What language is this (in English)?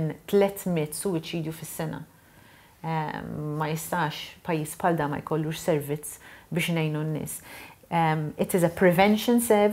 Maltese